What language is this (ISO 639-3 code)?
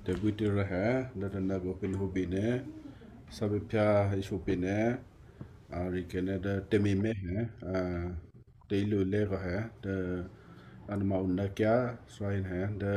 kyu